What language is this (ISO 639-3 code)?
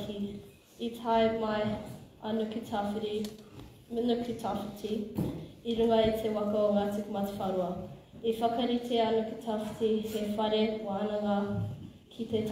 mri